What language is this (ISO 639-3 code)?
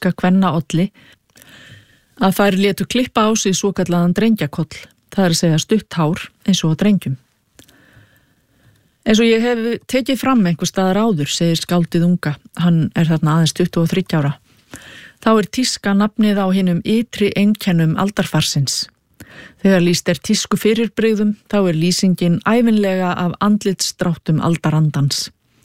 isl